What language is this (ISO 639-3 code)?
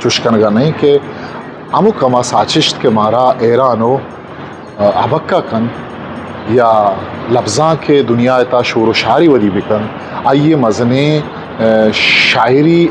bgp